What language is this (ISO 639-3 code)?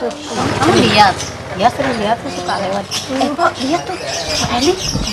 bew